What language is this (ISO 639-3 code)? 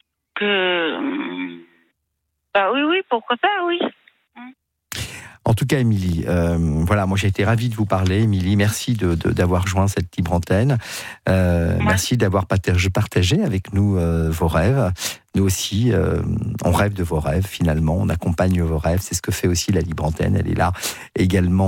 fra